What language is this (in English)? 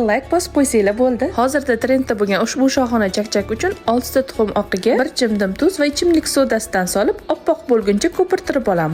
Uzbek